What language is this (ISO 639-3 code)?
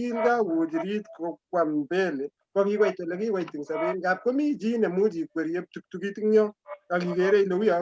kln